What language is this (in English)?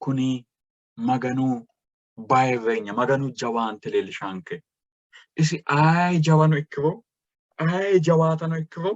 Sidamo